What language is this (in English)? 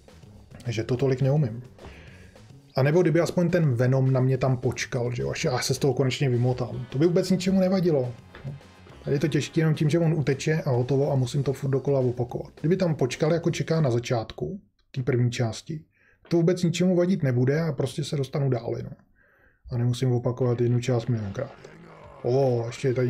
Czech